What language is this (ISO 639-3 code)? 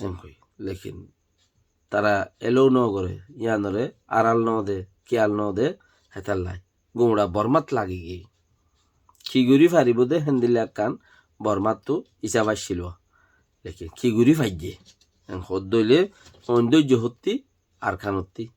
rhg